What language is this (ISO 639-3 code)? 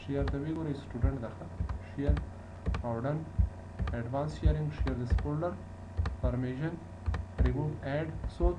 pus